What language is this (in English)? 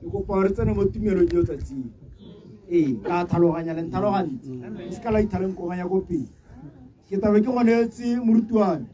Tswana